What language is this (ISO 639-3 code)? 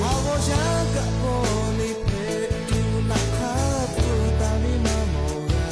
lhu